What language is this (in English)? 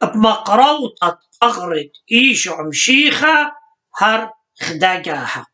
Assyrian Neo-Aramaic